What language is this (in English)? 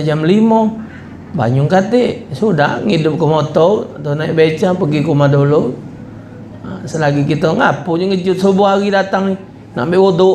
Musi